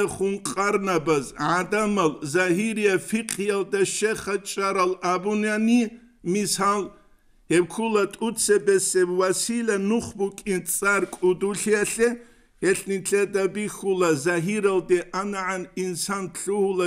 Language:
Avaric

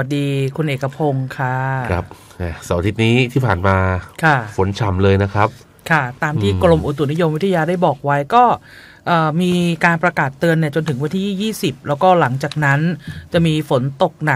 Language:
Thai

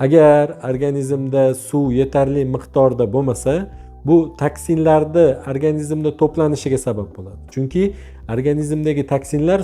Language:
Uzbek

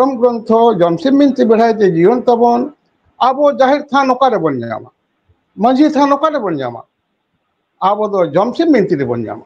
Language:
Santali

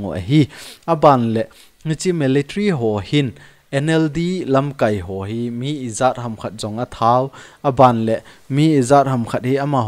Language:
Thado Chin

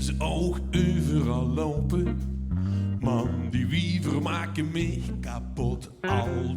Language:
Limburgish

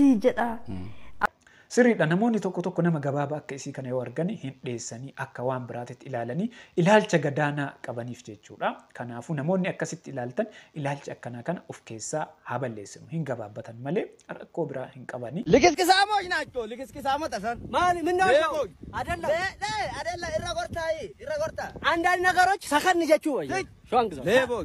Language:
Oromo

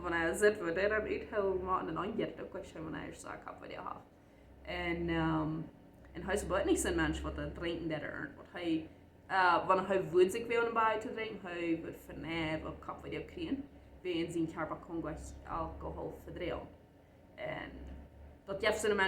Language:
Plautdietsch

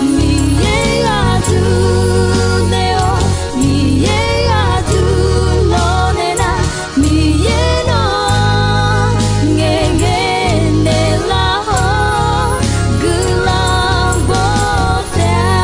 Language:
Akha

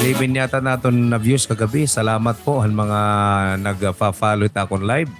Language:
Waray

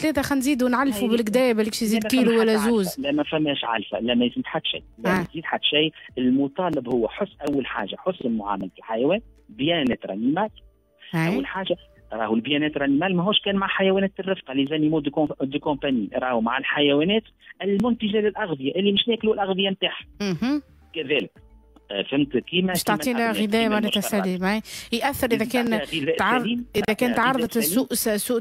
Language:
Tunisian Arabic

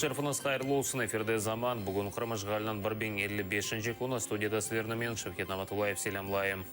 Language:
Crimean Tatar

